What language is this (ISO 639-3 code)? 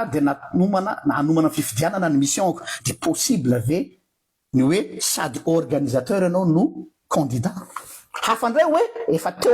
mlg